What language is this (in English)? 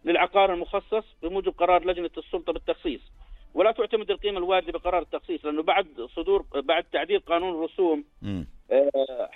North Levantine Arabic